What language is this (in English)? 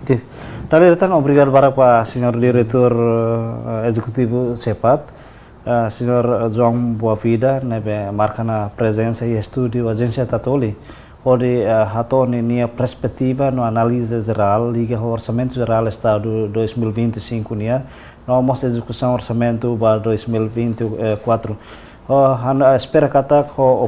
Tetum